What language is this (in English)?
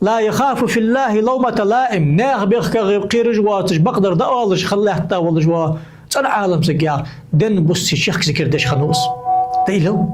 Ingush